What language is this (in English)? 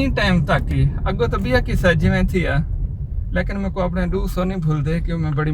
Saraiki